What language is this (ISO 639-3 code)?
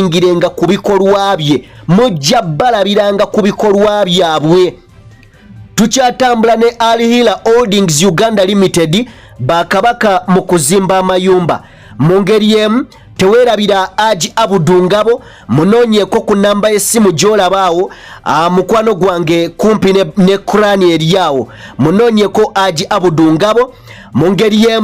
lug